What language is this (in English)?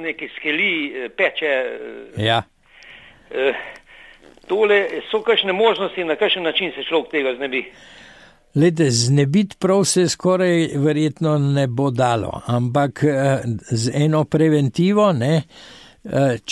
Slovenian